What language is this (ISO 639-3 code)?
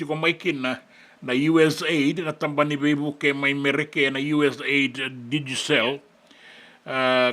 fij